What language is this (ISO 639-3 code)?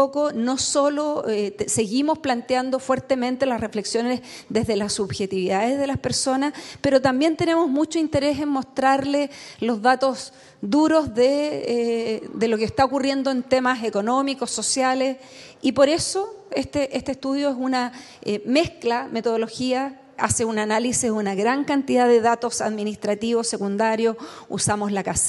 spa